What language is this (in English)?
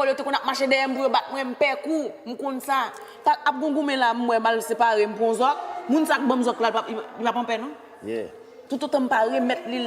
Haitian Creole